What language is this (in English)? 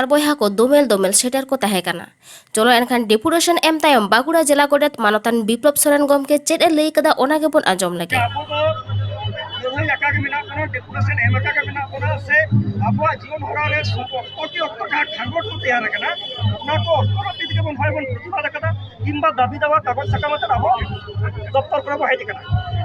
Santali